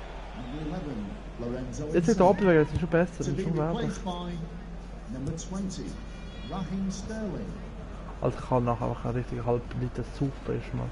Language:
Swiss German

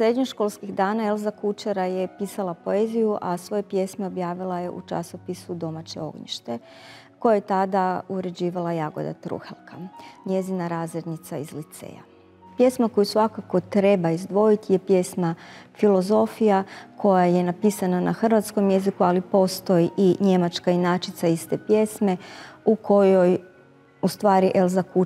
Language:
Croatian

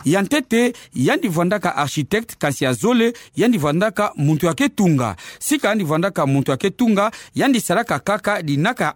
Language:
Kituba (Democratic Republic of Congo)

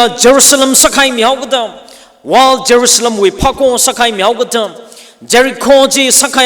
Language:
Tangkhul Naga (India)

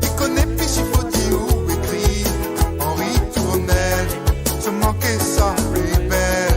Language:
Morisyen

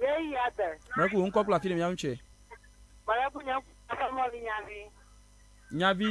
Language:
Ewe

